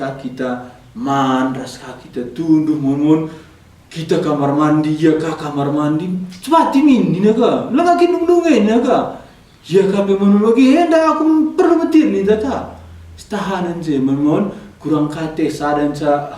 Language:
Batak Karo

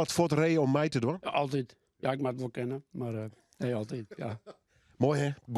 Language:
Western Frisian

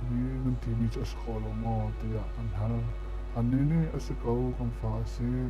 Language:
Hakha Chin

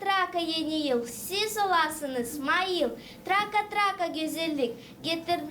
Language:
Gagauz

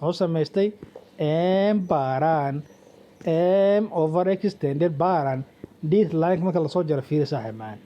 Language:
Somali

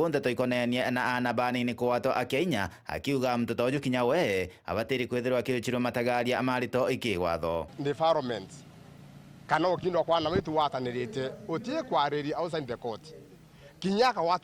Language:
Meru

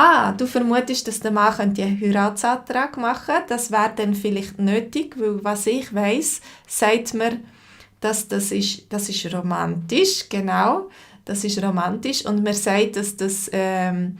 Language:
Swiss German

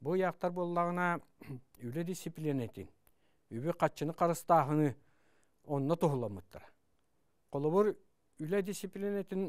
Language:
Yakut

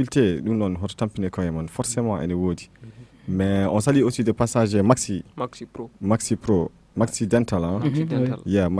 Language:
Fula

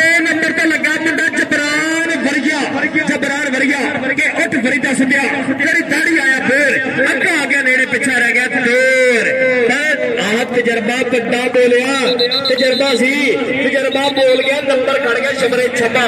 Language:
Punjabi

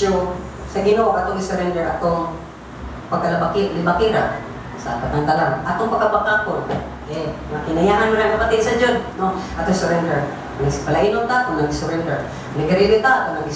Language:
Cebuano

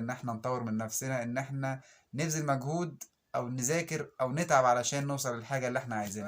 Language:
Egyptian Arabic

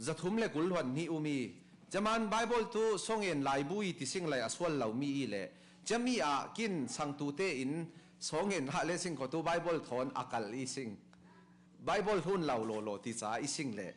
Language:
Falam Chin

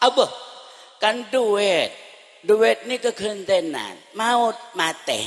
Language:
Madurese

